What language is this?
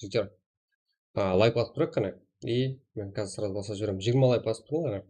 Kara-Kalpak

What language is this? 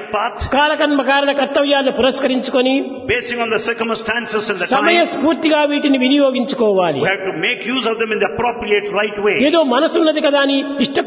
Telugu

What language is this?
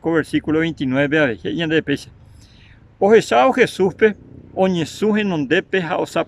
Guarani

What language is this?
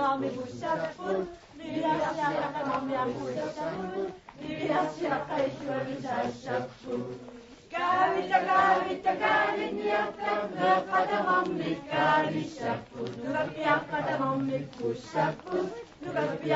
Kalaallisut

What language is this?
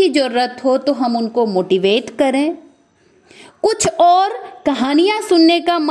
Hindi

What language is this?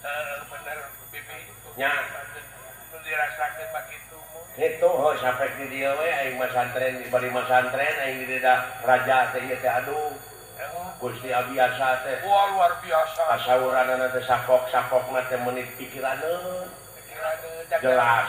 Sundanese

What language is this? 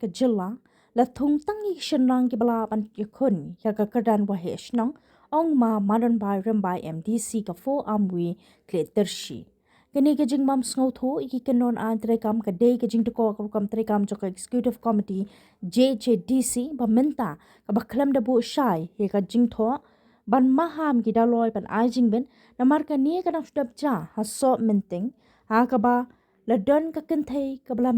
Khasi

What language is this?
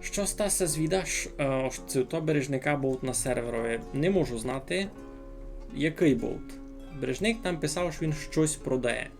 Rusyn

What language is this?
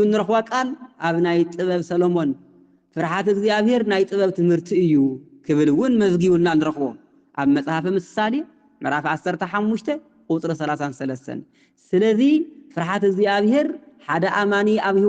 Tigrinya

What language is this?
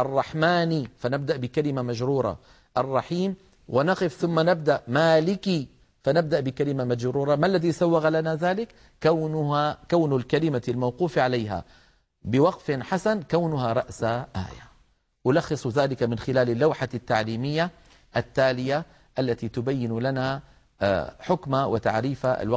Arabic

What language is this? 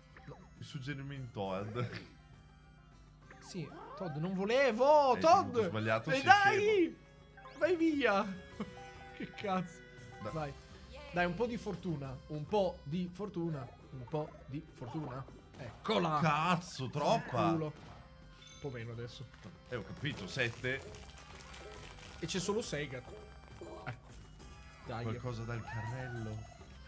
Italian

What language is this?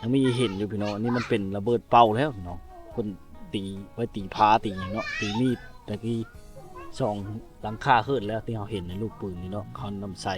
Lao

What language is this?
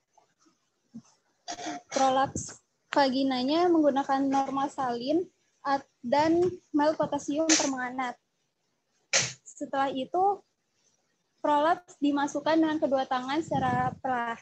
Indonesian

